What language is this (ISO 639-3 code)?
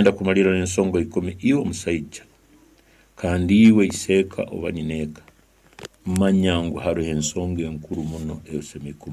nyn